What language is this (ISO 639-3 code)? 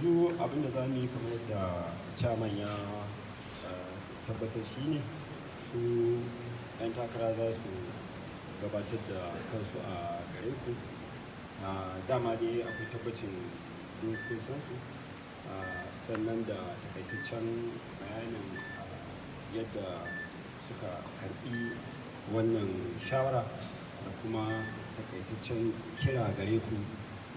hau